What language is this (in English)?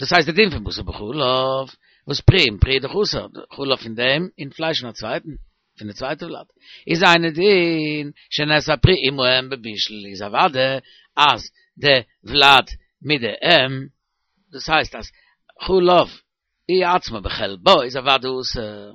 Yiddish